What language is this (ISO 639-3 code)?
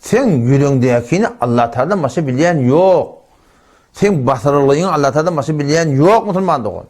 tuk